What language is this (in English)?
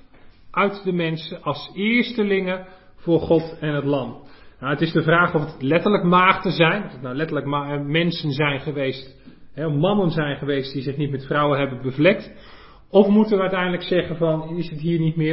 Dutch